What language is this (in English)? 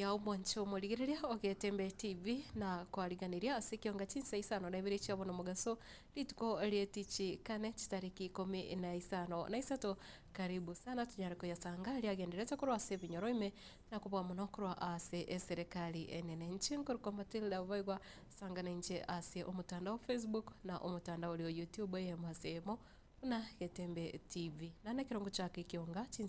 Gusii